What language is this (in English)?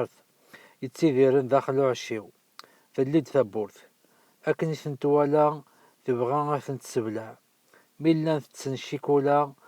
Kabyle